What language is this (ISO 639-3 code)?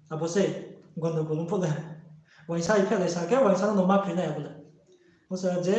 ria